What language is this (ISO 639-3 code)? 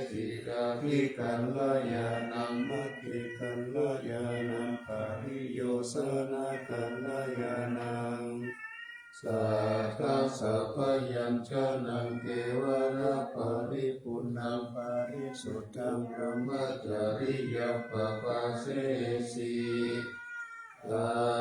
pli